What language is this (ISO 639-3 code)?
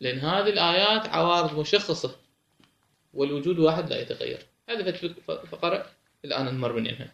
acm